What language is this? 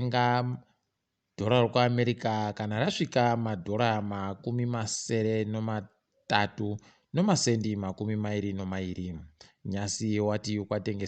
Ndau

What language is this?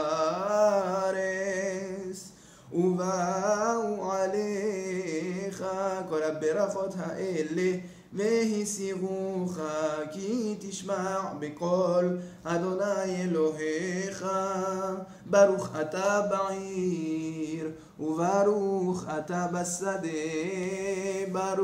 Hebrew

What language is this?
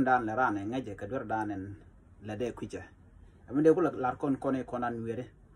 Nuer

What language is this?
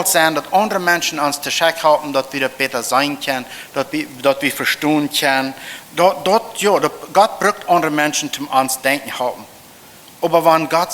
Plautdietsch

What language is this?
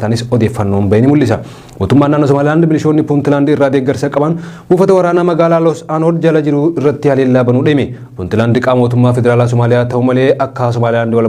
Oromo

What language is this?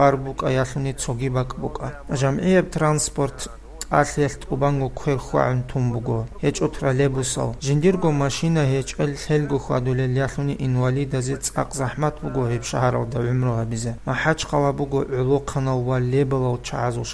Avaric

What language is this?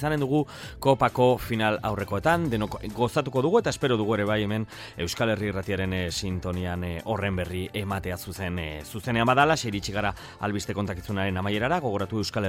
Basque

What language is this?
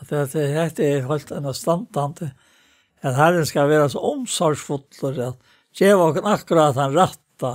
Faroese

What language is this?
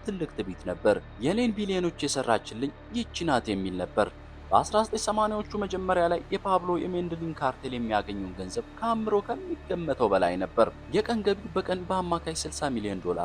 Amharic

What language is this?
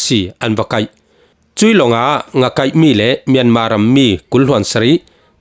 Falam Chin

